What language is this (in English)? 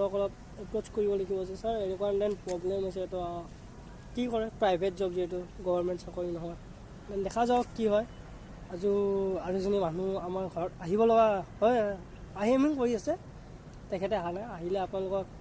Assamese